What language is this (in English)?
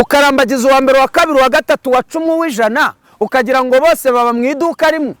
Kinyarwanda